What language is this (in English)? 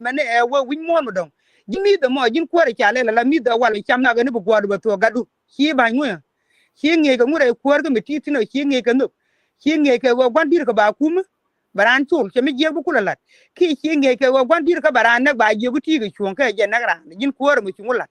Nuer